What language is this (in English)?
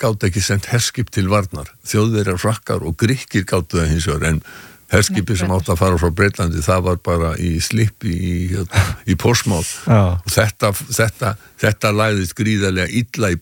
Icelandic